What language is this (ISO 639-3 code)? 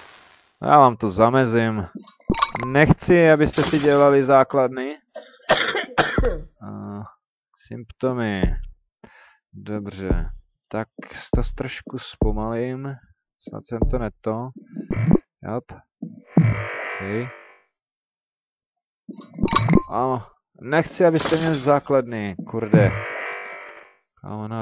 ces